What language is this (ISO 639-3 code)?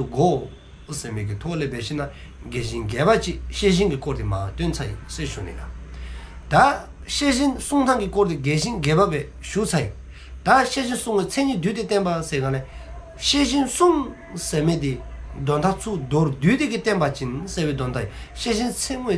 dzo